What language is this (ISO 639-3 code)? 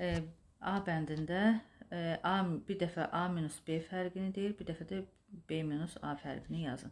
aze